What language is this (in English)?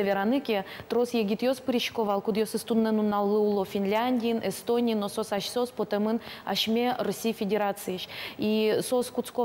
Udmurt